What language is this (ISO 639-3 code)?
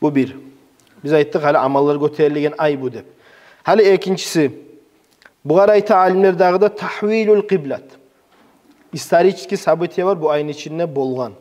kum